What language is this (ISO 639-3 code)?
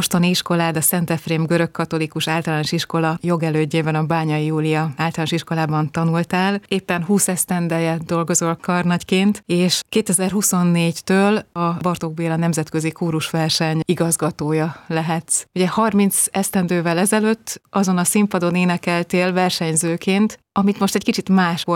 hun